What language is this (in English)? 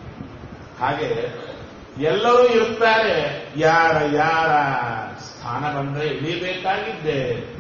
Kannada